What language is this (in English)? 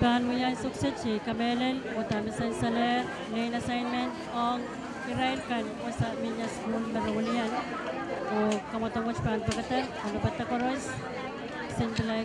Pohnpeian